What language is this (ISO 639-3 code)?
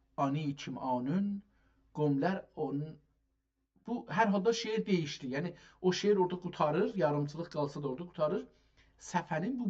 azb